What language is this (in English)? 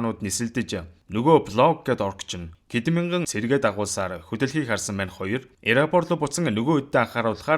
Mongolian